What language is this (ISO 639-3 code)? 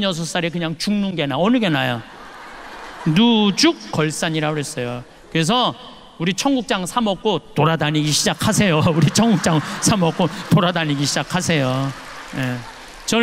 kor